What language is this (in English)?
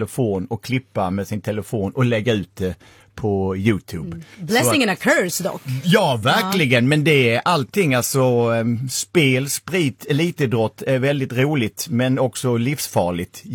Swedish